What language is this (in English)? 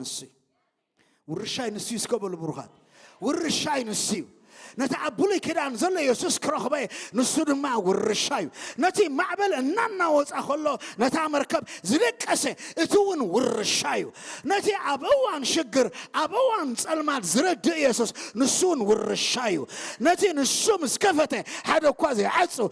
Tigrinya